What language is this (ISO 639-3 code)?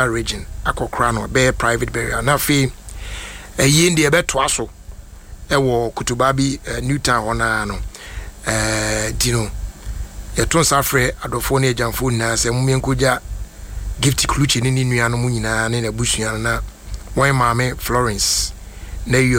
aka